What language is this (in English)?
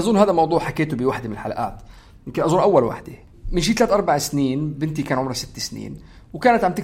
North Levantine Arabic